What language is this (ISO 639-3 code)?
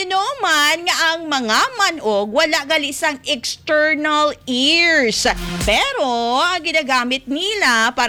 hil